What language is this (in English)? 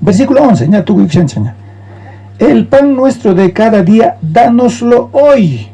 South Bolivian Quechua